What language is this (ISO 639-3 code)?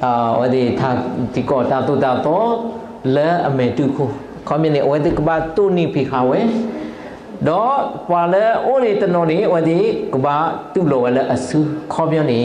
ksw